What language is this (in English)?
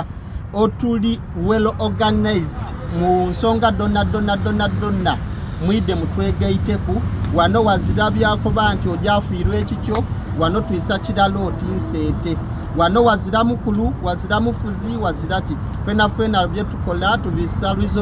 Soga